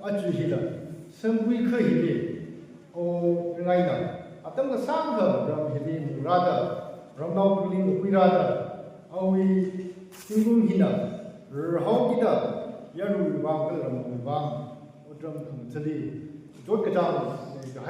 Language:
Tangkhul Naga (India)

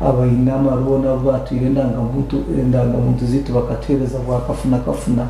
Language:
Nyankole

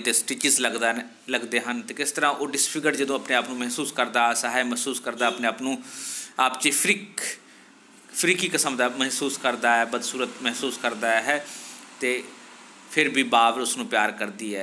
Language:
Punjabi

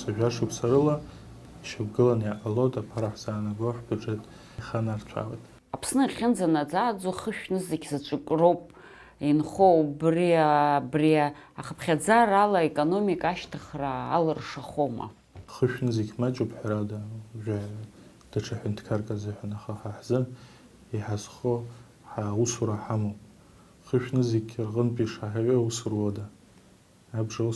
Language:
Abkhazian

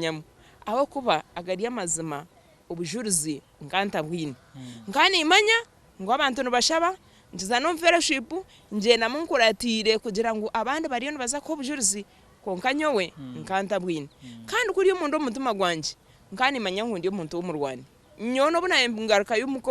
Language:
Nyankole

